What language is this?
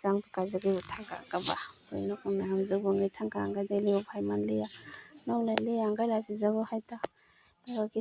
Kok Borok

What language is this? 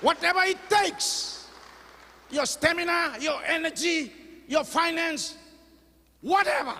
Fijian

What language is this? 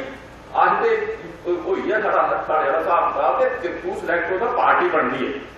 Dogri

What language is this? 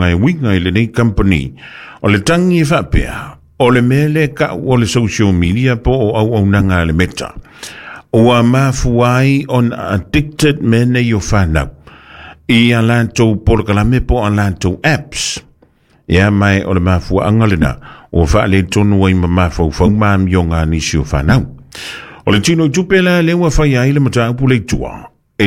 Samoan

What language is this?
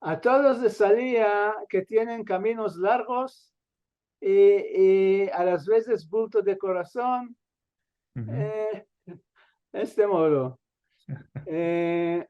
Ladino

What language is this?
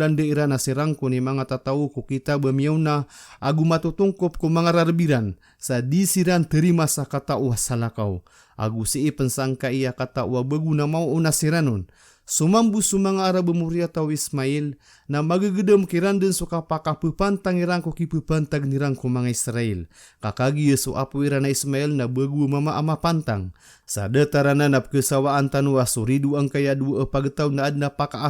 Maranao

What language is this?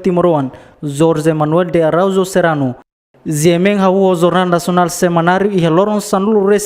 Tetum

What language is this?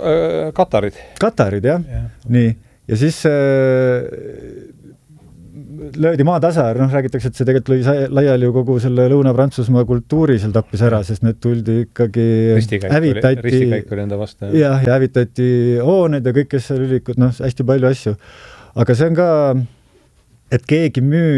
Estonian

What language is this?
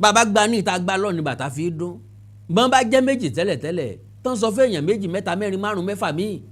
Yoruba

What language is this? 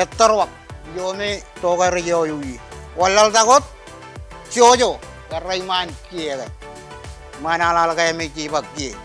Marshallese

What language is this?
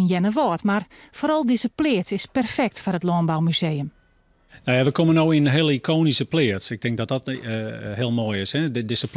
Western Frisian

